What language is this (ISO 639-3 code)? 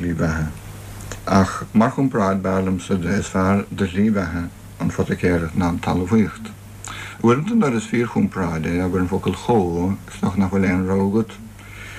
gle